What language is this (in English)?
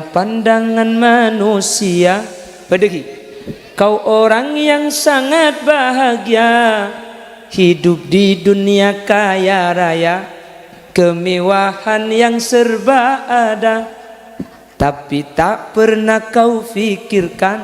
Madurese